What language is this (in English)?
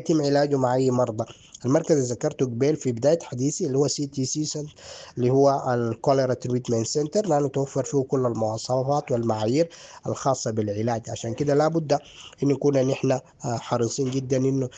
Sudanese Arabic